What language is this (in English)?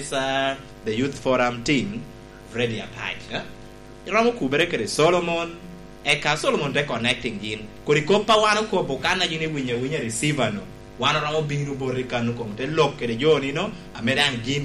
Lango (Uganda)